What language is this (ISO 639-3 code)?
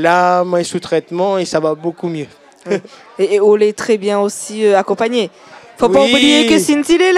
rcf